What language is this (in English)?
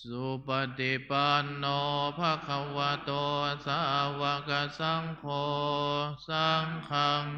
Pali